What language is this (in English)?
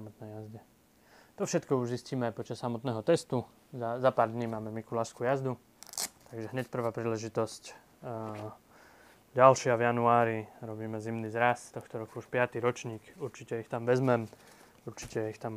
Slovak